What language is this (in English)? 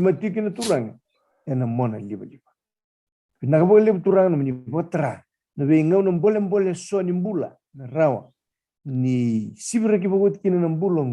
Fijian